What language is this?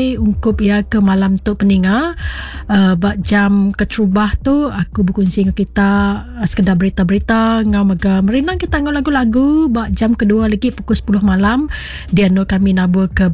Iban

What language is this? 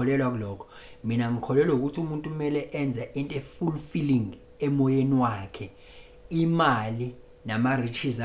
Zulu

